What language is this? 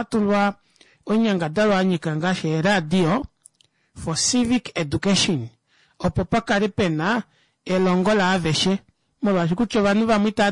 Kuanyama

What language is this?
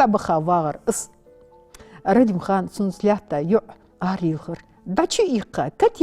Ingush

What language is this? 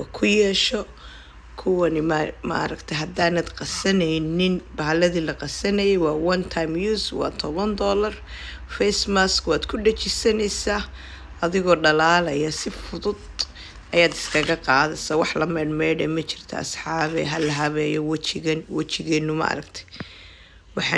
Somali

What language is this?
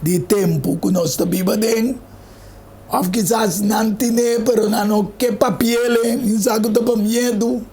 Papiamento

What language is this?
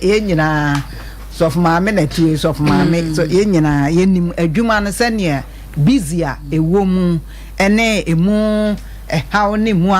Akan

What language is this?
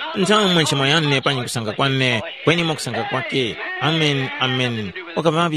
Tumbuka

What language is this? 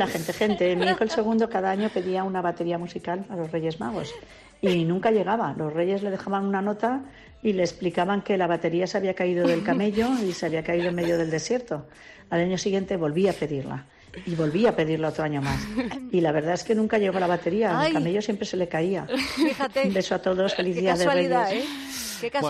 Spanish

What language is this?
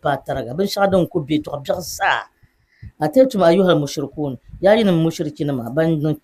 Dagbani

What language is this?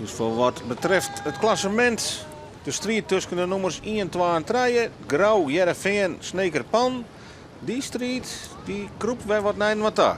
Western Frisian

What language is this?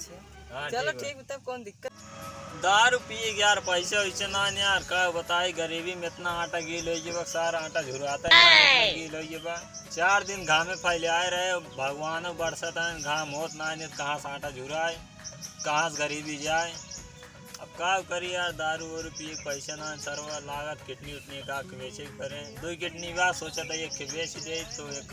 Awadhi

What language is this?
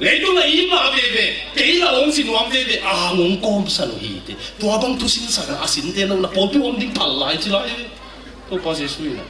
Tedim Chin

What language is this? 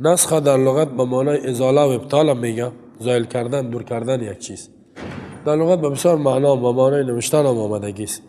Persian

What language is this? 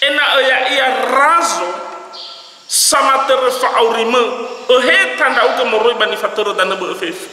Nias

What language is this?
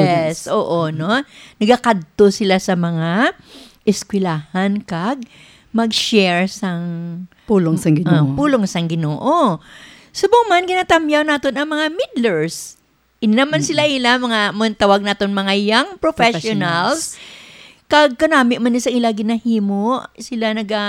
Hiligaynon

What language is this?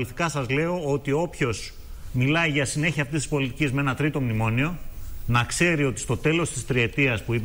Greek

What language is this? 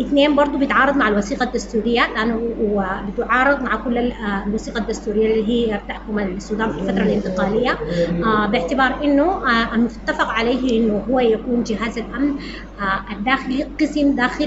Sudanese Arabic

